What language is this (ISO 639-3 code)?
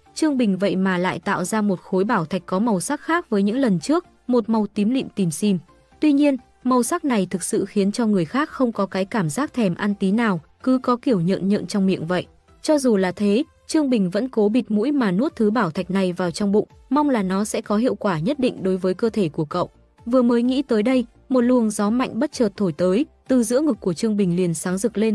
vie